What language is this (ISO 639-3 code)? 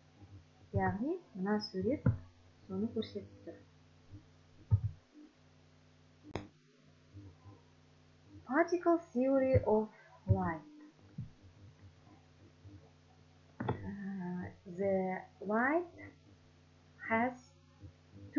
kaz